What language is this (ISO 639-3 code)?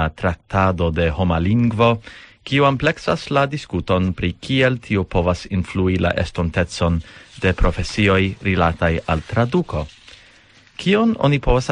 epo